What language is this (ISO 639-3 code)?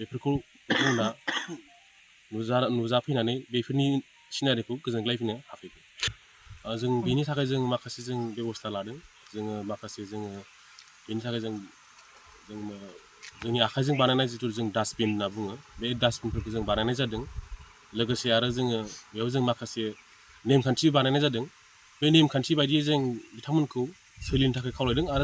brx